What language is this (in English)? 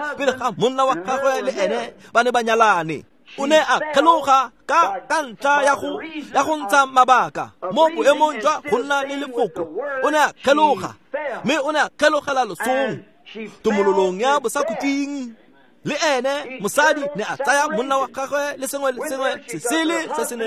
Tswana